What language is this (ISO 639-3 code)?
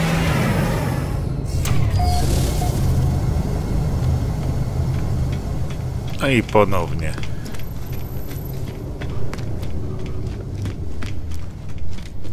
pol